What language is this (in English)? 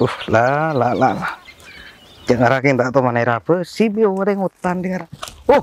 Madurese